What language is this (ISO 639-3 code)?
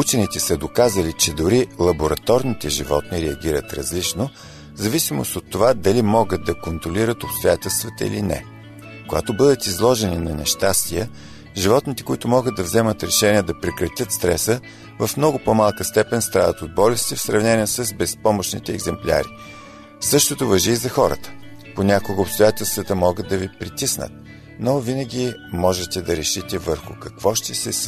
bul